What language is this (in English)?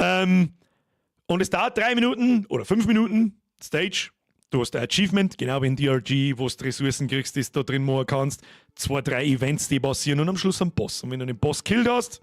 Bavarian